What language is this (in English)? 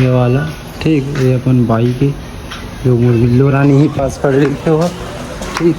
Chhattisgarhi